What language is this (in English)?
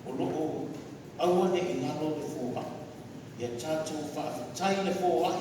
Samoan